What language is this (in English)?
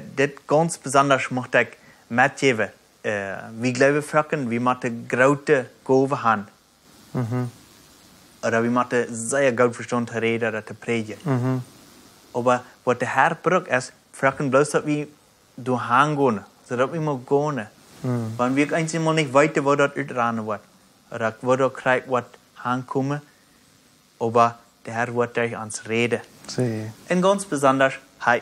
Plautdietsch